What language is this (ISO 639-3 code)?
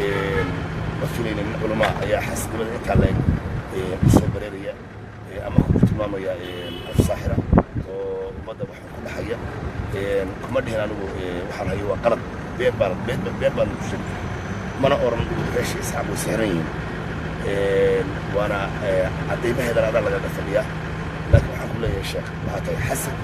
som